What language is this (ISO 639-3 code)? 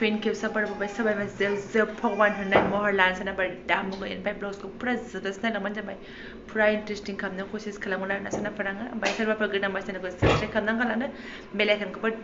brx